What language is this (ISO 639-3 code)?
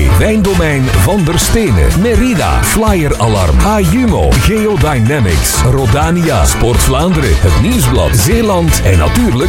nld